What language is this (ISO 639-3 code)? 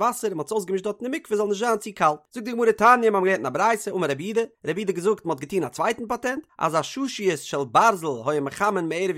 yid